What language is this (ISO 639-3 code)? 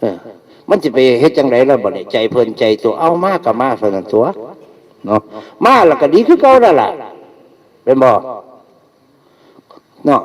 tts